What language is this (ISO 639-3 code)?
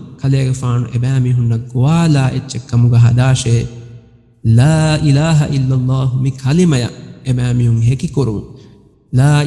div